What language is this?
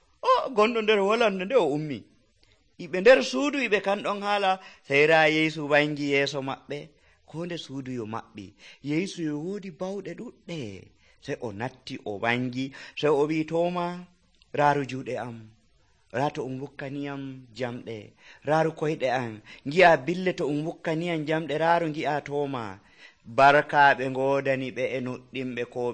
Nigerian Fulfulde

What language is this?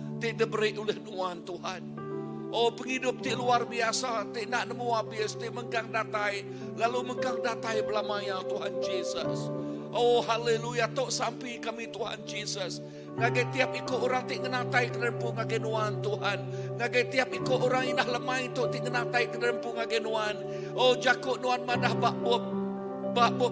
Iban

